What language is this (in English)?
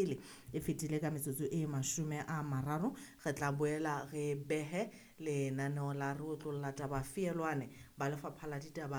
Southern Sotho